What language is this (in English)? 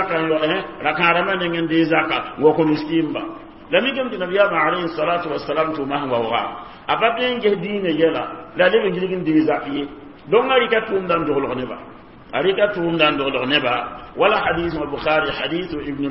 Mossi